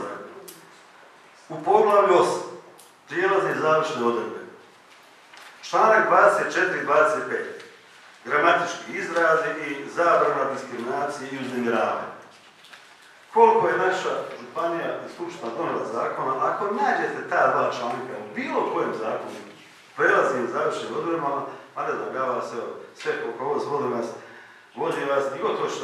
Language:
Croatian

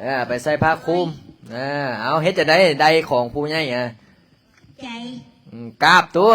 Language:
Lao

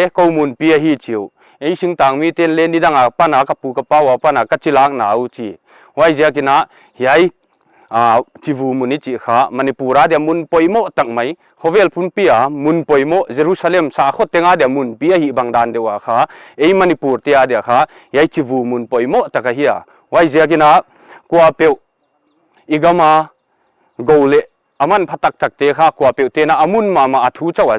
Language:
Paite Chin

